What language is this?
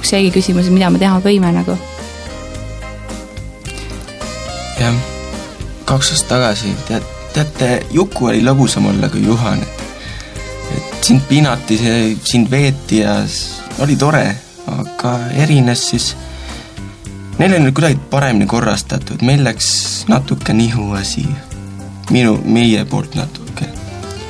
Estonian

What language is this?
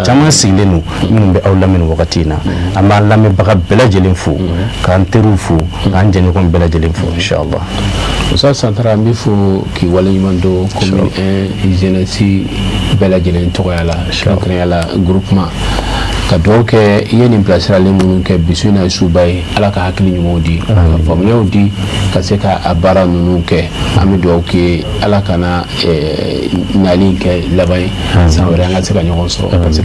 Bambara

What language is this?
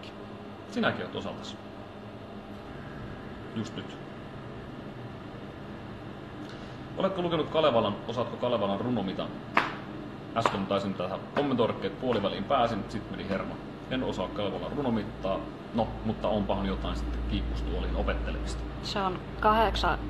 Finnish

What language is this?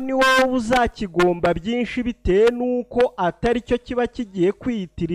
Kinyarwanda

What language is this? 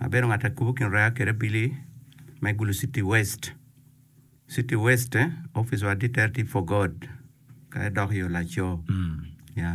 Acoli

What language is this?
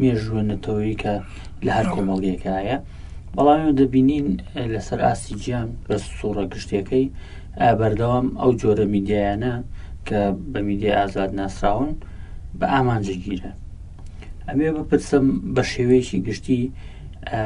Central Kurdish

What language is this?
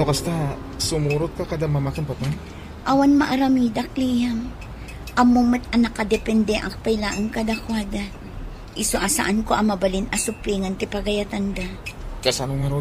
Iloko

